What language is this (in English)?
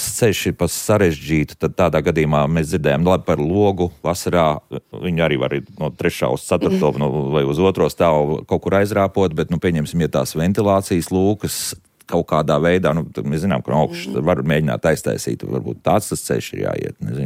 Latvian